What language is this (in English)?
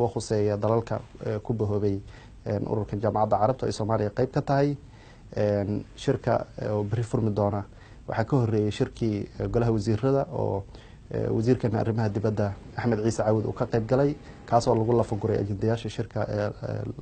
Somali